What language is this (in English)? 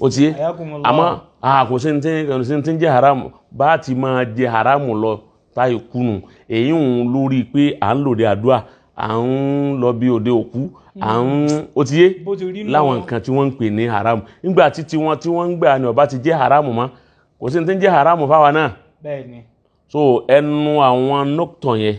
Yoruba